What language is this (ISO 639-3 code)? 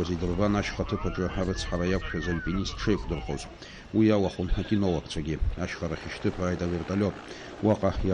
abk